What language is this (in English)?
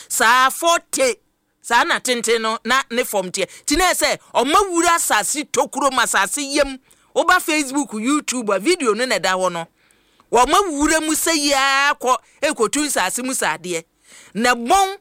Akan